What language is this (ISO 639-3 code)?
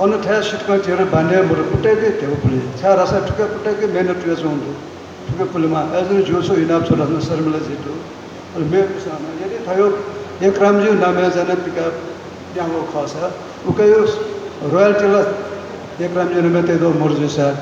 new